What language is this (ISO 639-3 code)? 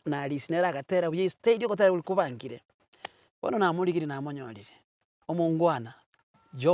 guz